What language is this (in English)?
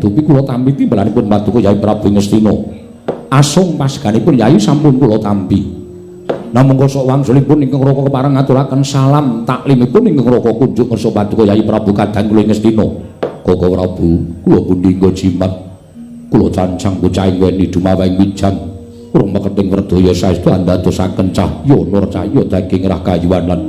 Javanese